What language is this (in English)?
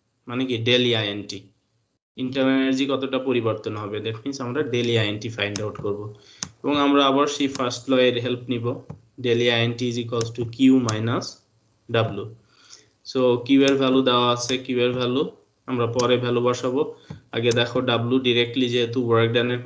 Bangla